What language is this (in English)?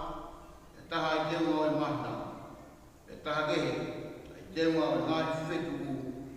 Tongan